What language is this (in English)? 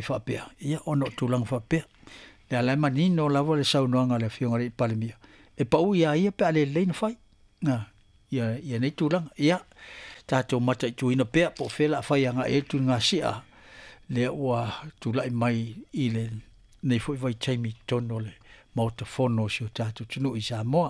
Samoan